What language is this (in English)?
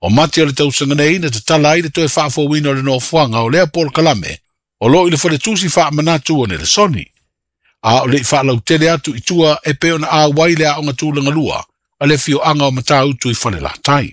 Samoan